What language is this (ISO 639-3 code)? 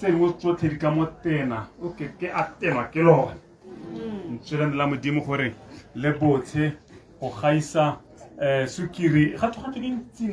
tsn